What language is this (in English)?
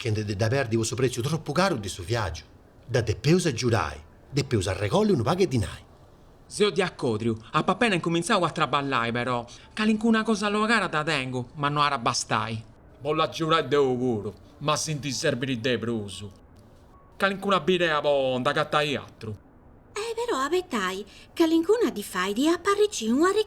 Sardinian